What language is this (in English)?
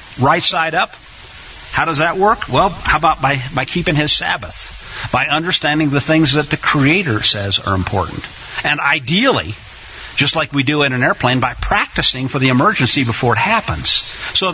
English